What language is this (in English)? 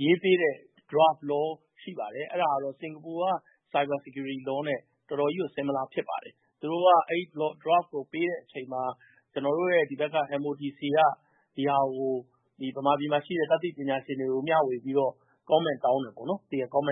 Burmese